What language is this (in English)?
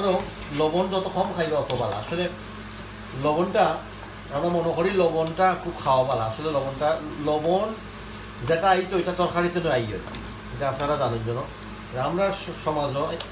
Sylheti